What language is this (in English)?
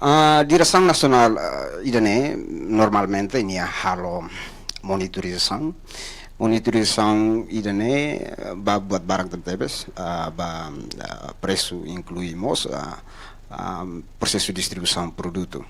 Tetum